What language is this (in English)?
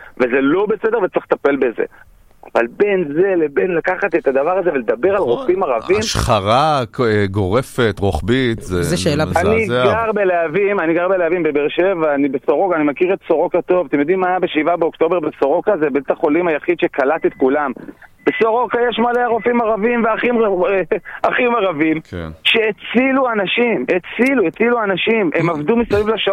Hebrew